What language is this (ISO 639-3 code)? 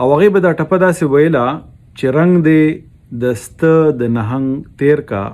pus